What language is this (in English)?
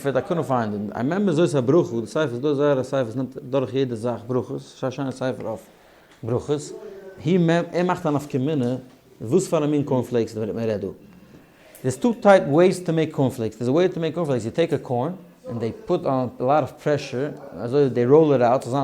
Yiddish